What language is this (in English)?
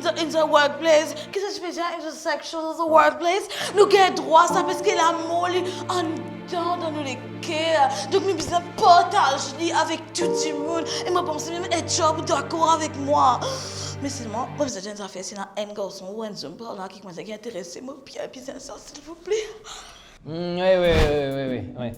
Morisyen